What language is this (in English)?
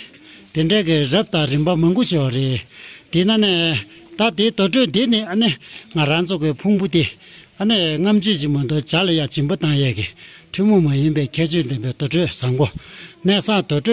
Tibetan